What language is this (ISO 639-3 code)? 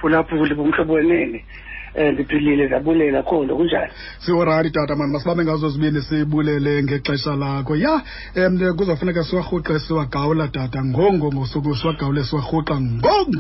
xho